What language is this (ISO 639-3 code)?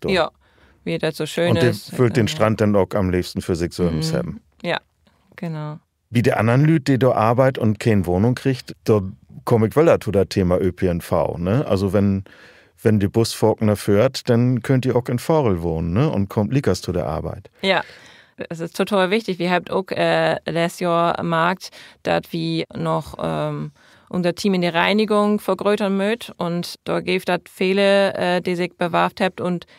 nds